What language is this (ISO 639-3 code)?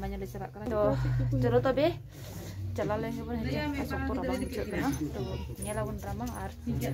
sat